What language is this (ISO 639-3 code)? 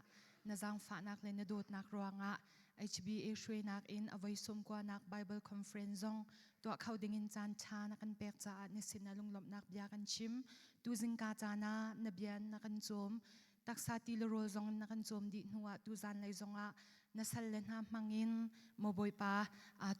cnh